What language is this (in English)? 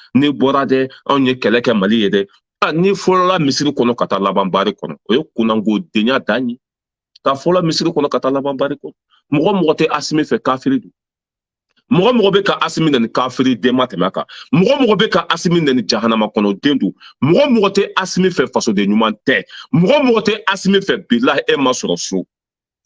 Bambara